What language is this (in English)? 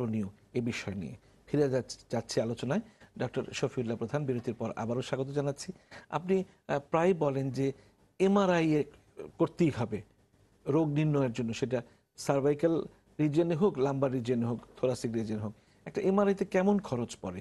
Bangla